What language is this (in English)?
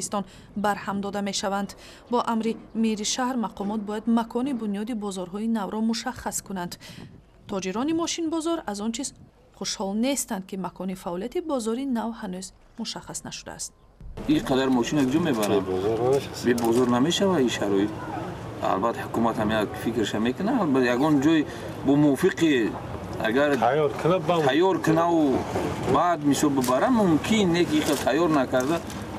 Tajik